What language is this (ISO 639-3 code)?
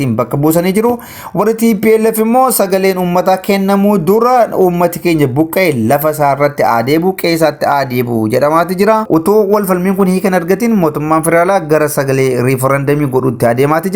orm